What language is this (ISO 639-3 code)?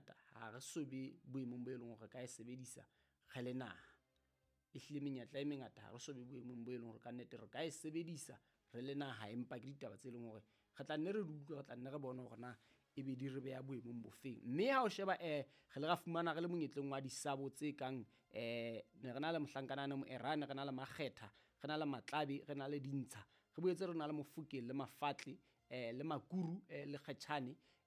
sot